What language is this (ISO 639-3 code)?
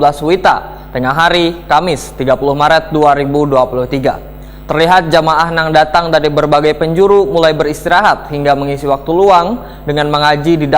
bjn